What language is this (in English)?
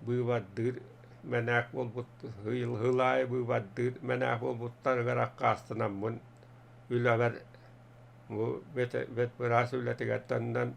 Yakut